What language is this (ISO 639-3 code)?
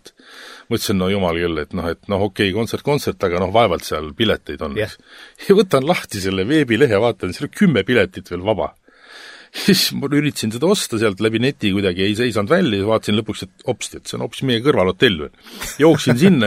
est